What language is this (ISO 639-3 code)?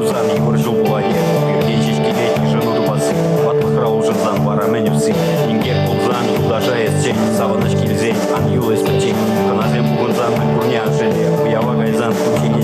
chv